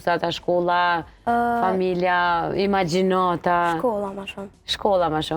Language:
Albanian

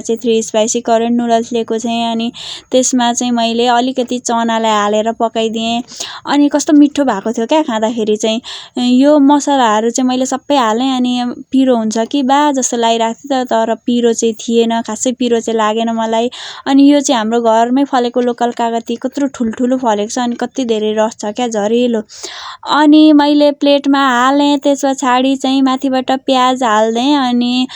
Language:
Nepali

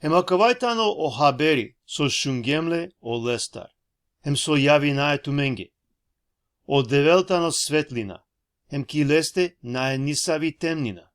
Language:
Balkan Romani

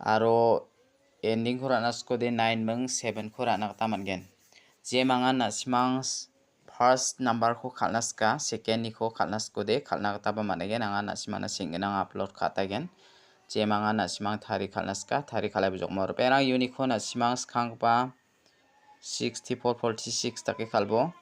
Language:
Garo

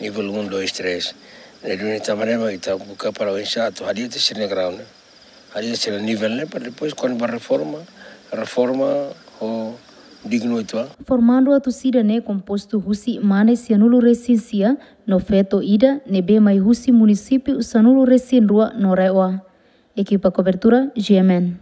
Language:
Tetum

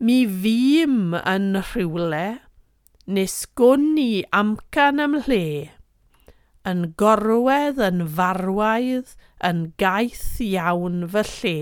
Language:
Welsh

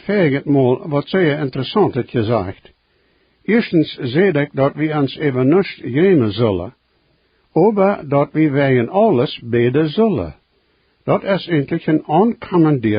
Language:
Plautdietsch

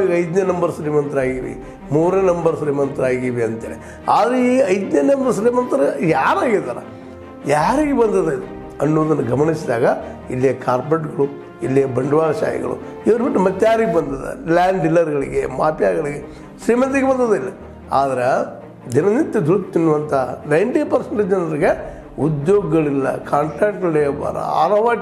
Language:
Kannada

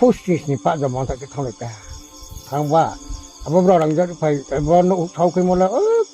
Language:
Riang (India)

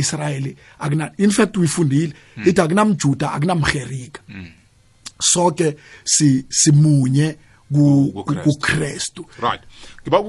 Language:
South Ndebele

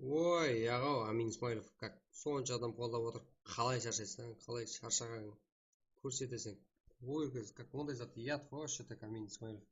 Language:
Kara-Kalpak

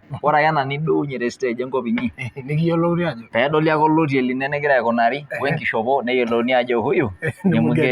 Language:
Masai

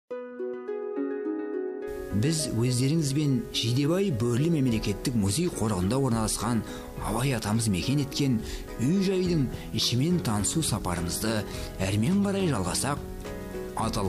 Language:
Kazakh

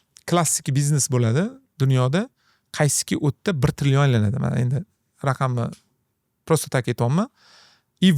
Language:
Uzbek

